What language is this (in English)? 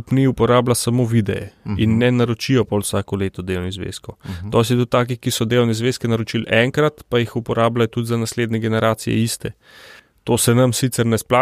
Slovenian